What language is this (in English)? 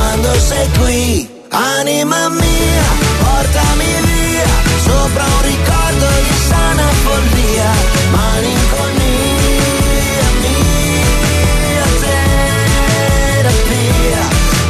Italian